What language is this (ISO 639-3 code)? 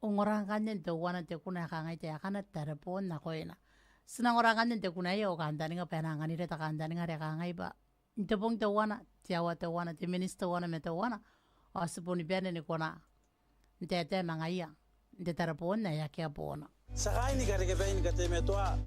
gil